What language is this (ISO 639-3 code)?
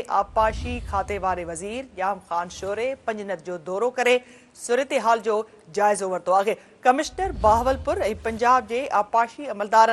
snd